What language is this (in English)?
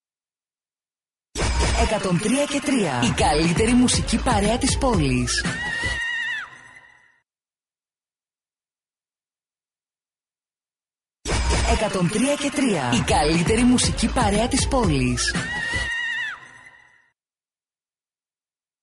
Greek